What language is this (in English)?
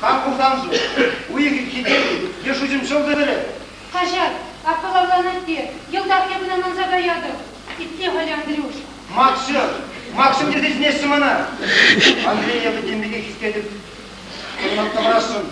Chuvash